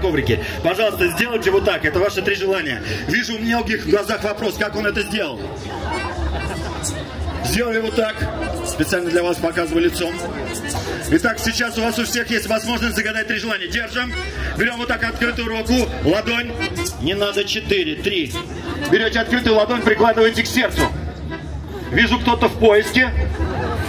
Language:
Russian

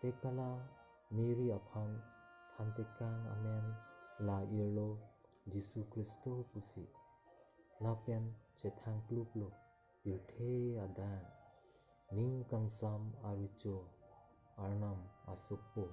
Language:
Karbi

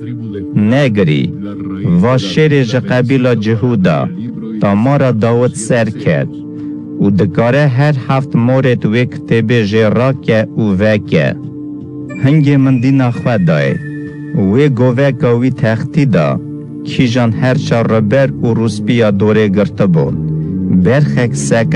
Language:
Kurdish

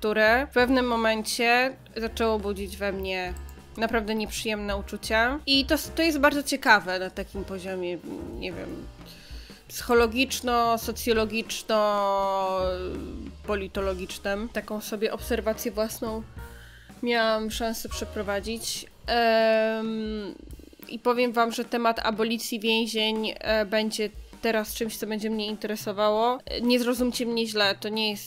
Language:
Polish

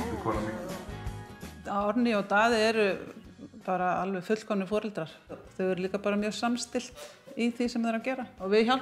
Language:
Icelandic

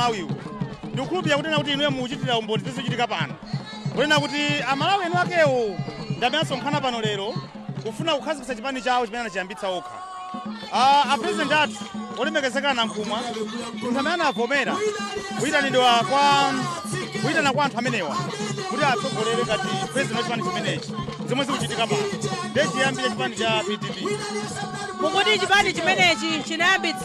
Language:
Nyanja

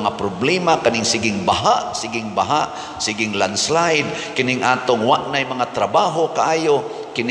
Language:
Cebuano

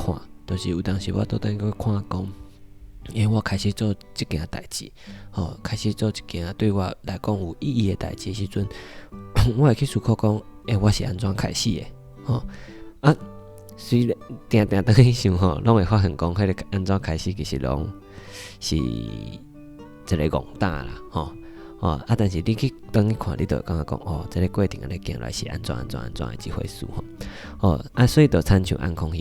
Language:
Min Nan Chinese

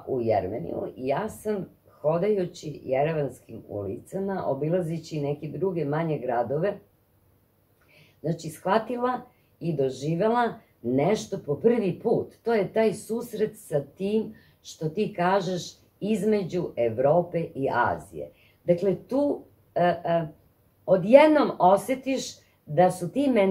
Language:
Serbian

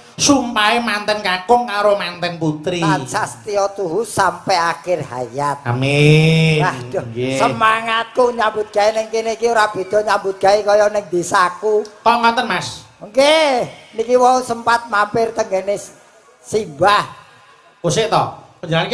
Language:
Javanese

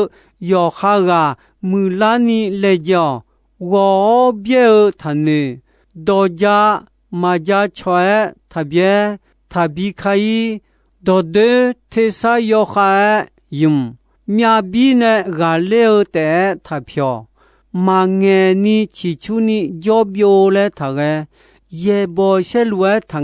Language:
Akha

